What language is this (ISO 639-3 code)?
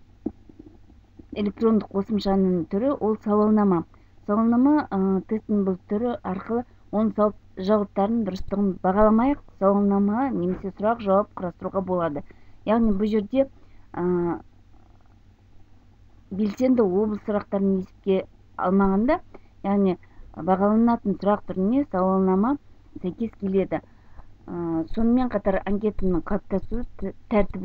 kaz